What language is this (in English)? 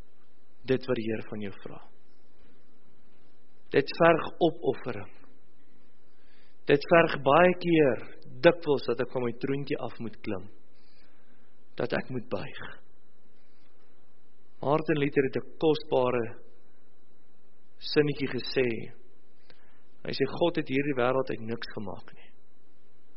Afrikaans